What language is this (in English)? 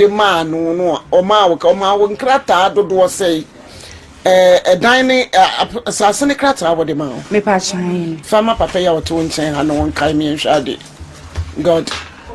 Akan